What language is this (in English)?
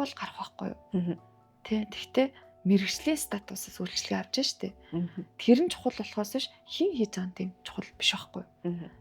Mongolian